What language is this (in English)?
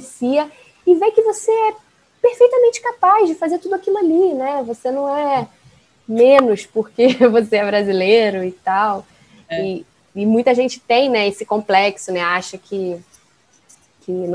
Portuguese